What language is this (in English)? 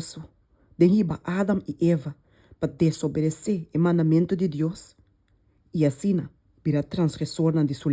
Papiamento